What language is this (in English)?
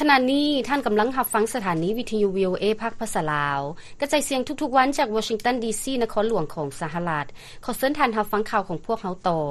Lao